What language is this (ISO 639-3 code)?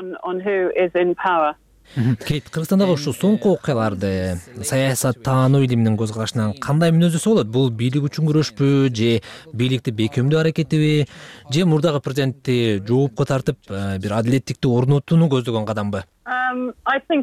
kir